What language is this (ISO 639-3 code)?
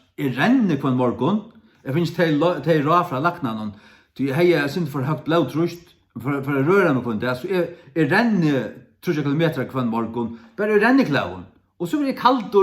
fao